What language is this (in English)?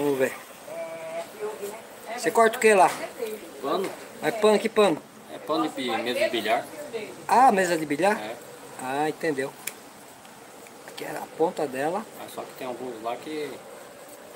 Portuguese